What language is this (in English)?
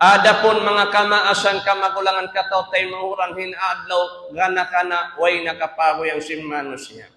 Tausug